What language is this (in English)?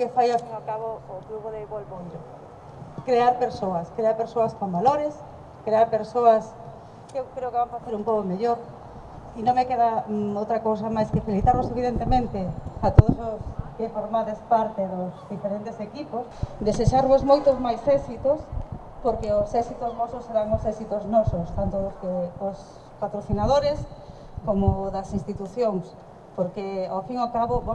Galician